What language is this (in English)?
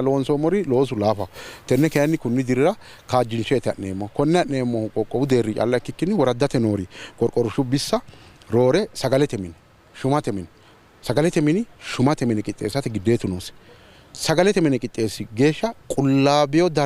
Sidamo